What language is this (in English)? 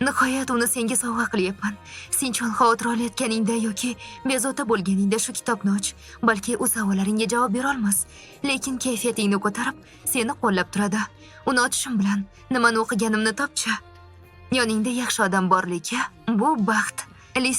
Uzbek